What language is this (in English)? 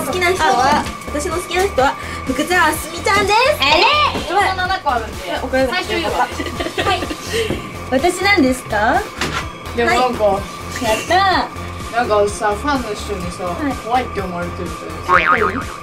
Japanese